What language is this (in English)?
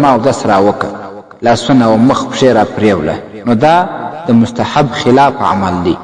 Pashto